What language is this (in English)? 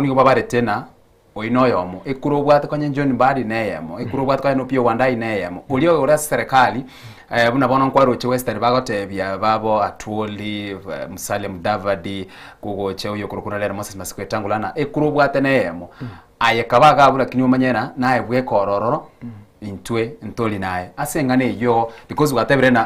Gusii